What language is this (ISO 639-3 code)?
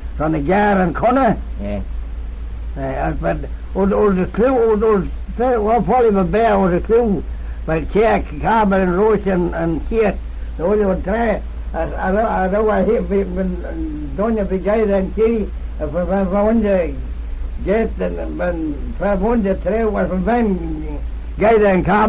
glv